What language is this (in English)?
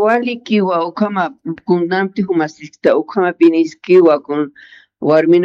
Aymara